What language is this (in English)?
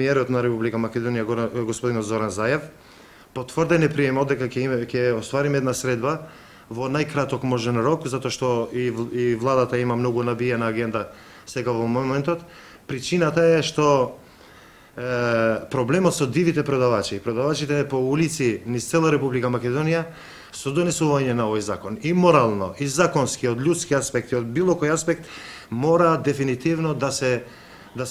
Macedonian